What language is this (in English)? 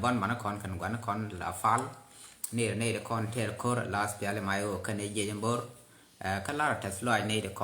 Nuer